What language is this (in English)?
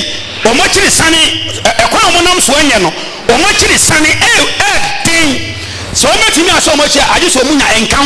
Akan